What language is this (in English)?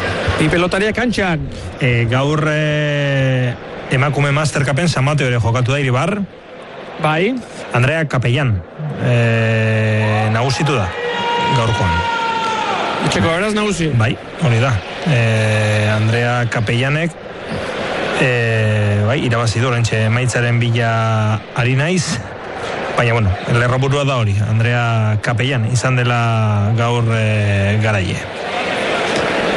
Basque